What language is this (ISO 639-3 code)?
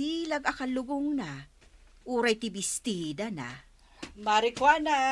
ilo